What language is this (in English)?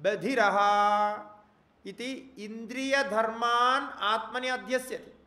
Sanskrit